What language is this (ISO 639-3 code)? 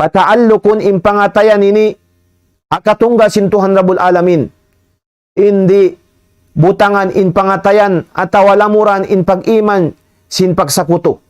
tsg